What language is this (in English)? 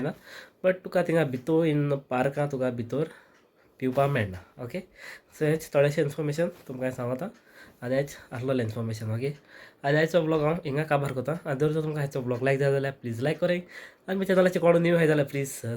Konkani